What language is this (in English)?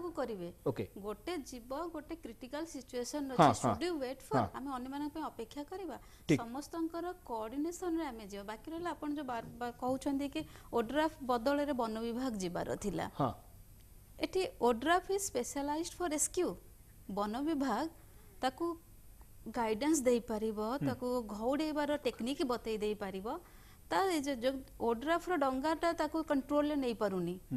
Odia